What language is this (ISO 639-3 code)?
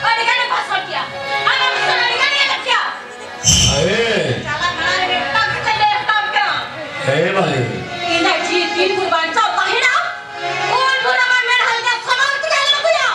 sat